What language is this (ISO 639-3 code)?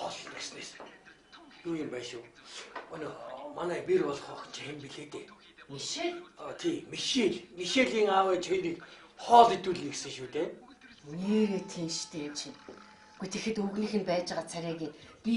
mon